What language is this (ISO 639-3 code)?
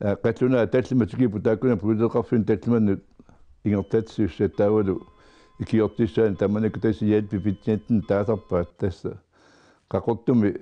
kal